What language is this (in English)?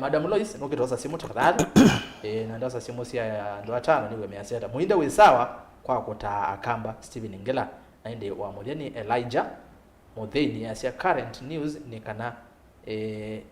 Kamba